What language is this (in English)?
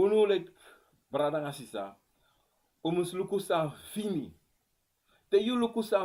Sranan Tongo